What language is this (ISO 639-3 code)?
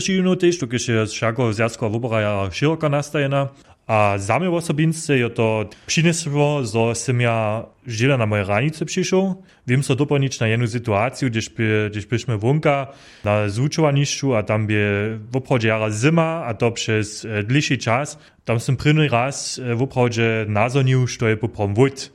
hsb